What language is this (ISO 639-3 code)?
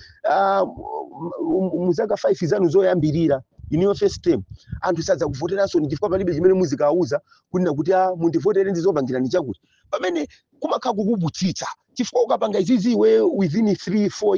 nya